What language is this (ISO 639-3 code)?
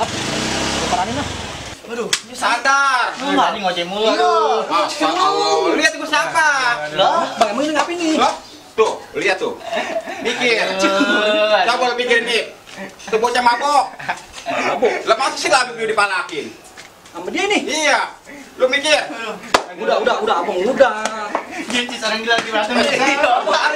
bew